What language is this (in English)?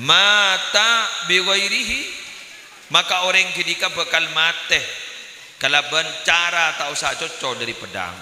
Madurese